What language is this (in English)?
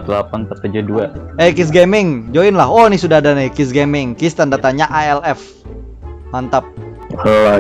Banjar